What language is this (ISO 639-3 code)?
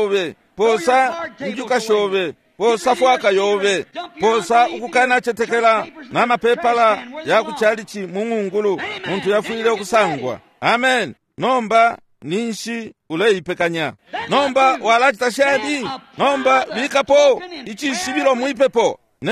bem